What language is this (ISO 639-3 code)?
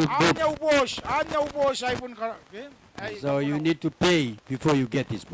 gil